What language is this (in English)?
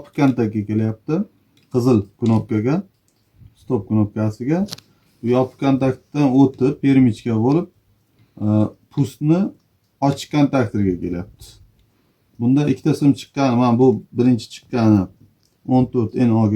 Uzbek